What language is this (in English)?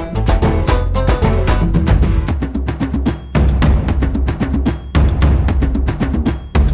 Kannada